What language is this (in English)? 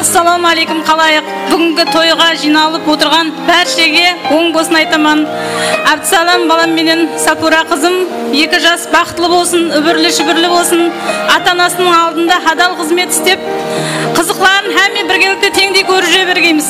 Kara-Kalpak